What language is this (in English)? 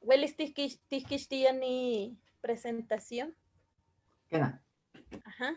Eastern Huasteca Nahuatl